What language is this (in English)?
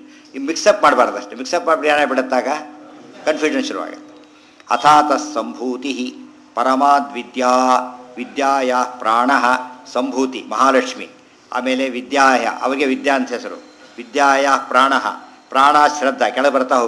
Kannada